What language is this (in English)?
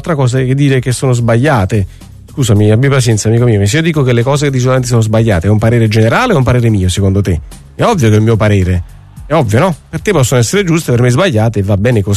Italian